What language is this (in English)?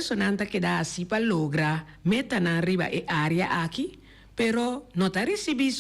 Papiamento